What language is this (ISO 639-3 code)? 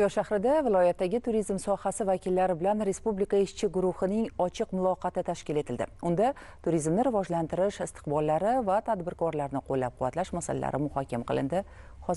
uzb